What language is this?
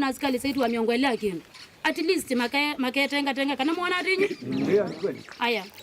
Kamba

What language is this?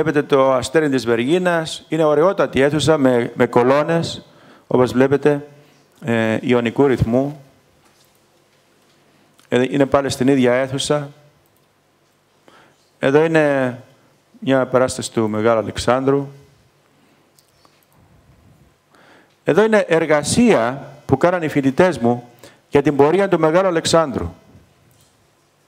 Greek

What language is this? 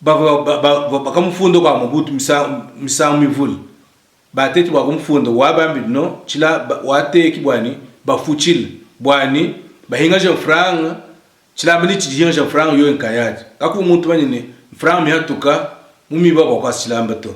Luba-Lulua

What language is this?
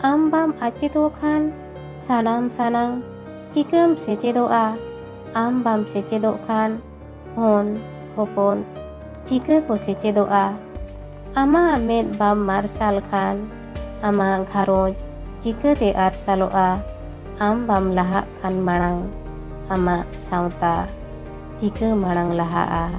Santali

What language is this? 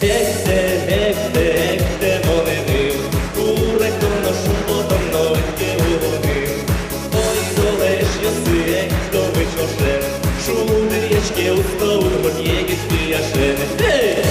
Udmurt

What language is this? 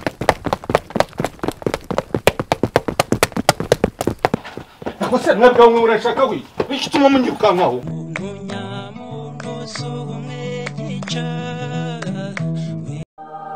Kinyarwanda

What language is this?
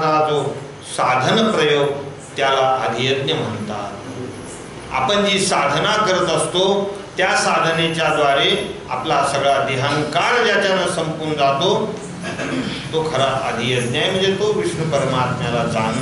Marathi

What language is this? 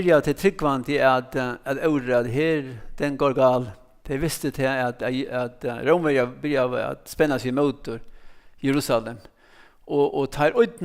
Faroese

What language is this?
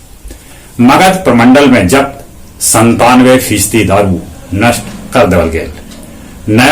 Magahi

